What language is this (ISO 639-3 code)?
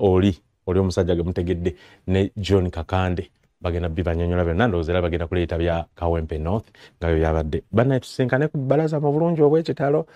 lug